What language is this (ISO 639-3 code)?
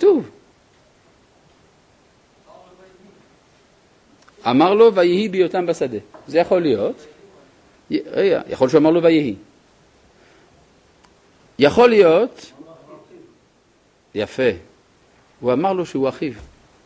heb